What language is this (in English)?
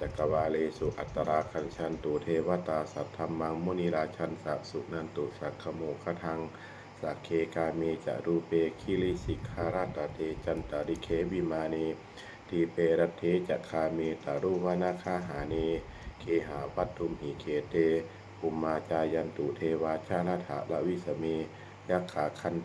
Pali